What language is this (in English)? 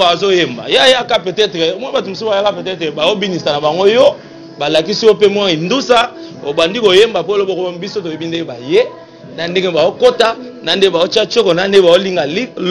Lingala